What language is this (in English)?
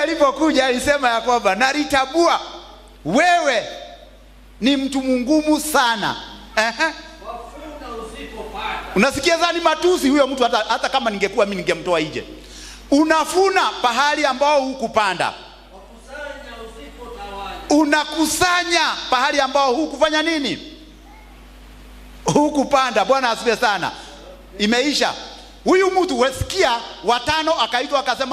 Swahili